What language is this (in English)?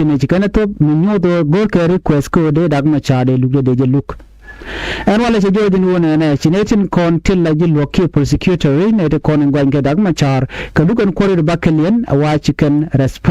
Nuer